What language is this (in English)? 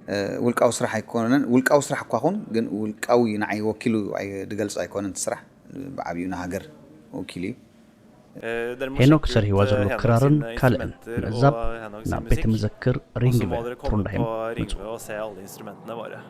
Tigrinya